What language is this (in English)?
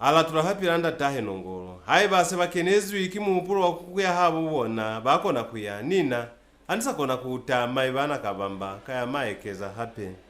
Lozi